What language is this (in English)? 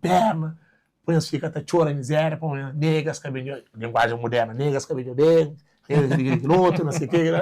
Kabuverdianu